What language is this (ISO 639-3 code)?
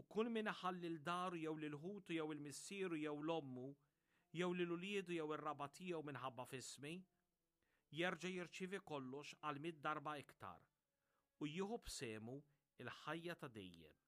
mlt